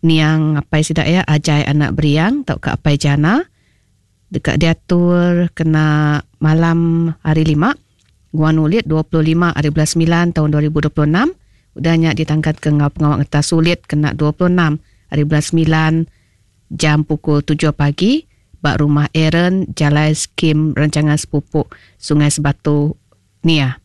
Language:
Iban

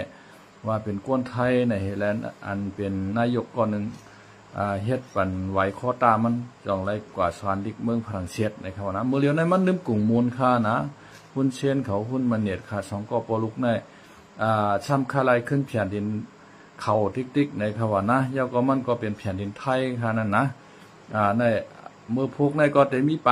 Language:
Shan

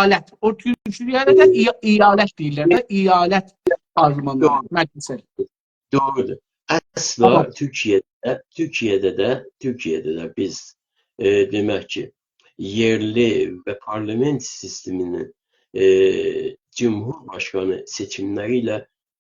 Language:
South Azerbaijani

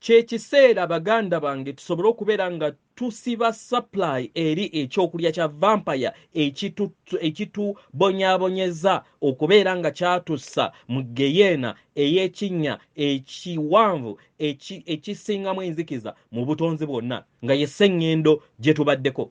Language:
Ganda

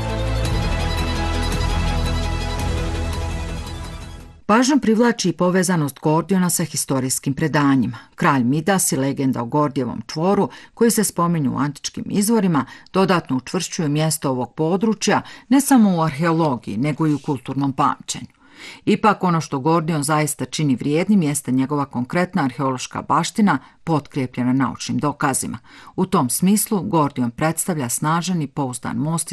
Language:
Bosnian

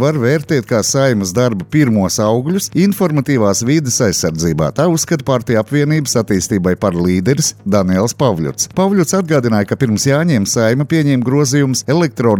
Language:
Latvian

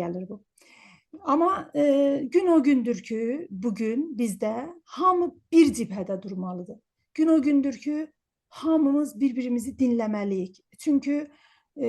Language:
South Azerbaijani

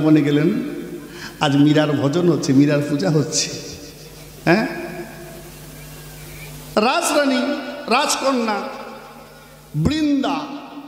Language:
Bangla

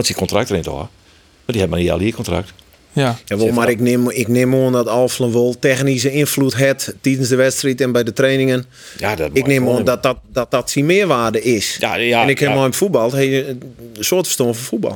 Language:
Western Frisian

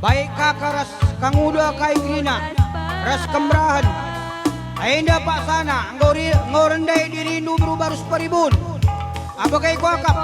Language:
Batak Karo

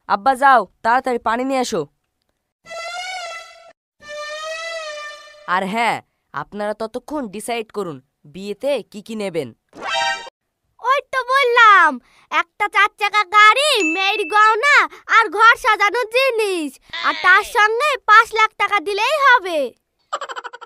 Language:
Bangla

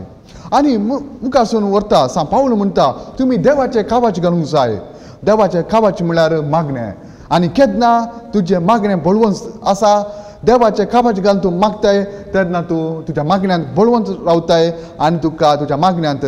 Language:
Konkani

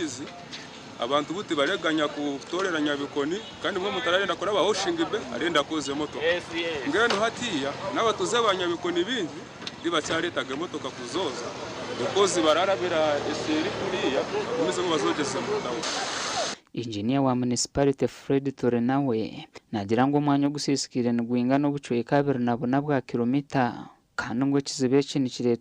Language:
Nyankole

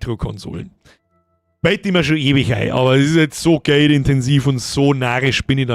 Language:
Bavarian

